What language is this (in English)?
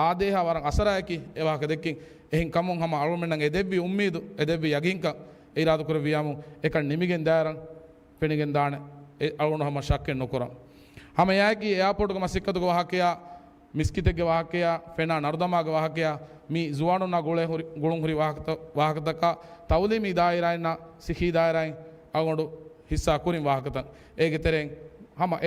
Divehi